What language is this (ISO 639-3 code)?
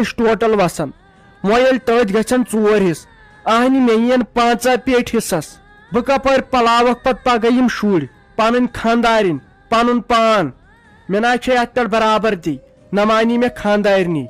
kas